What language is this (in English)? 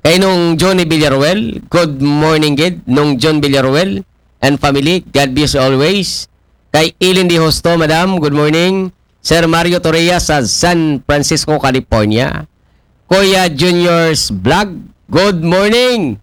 Aklanon